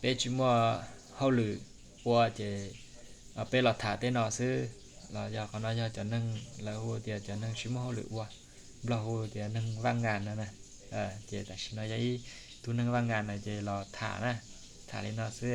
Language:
Hmong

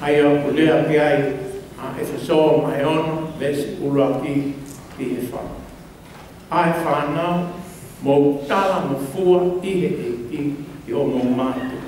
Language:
Tongan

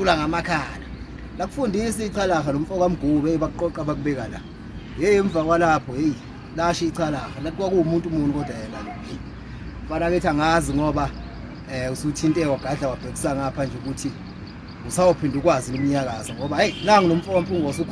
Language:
Zulu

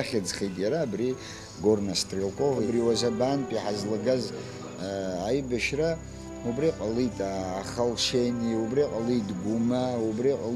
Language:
Abkhazian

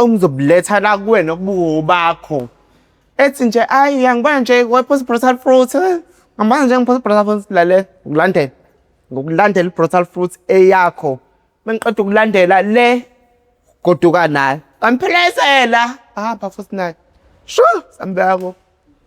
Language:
Zulu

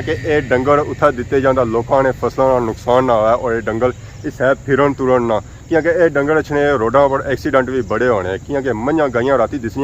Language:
Pahari-Potwari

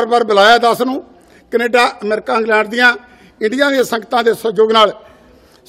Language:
Punjabi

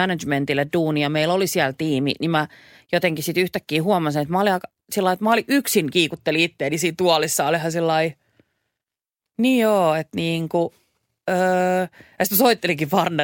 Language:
Finnish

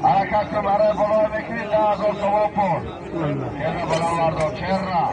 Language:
Tajik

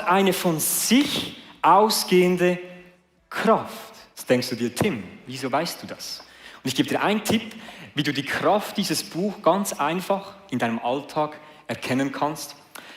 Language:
Swiss German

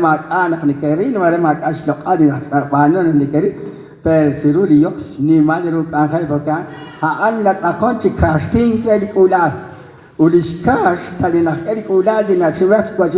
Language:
Kekchí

